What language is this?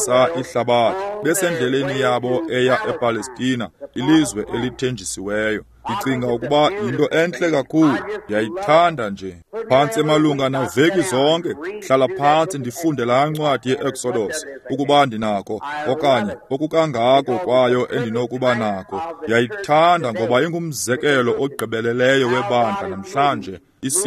Xhosa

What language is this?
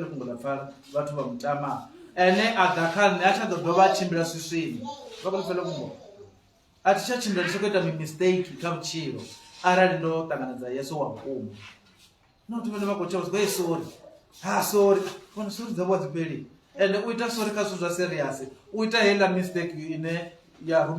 Venda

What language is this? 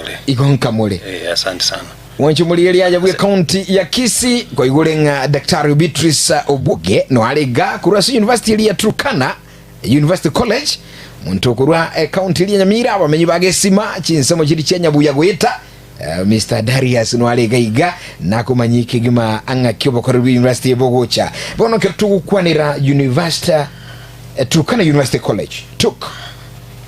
Gusii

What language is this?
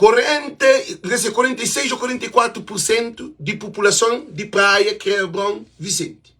Kabuverdianu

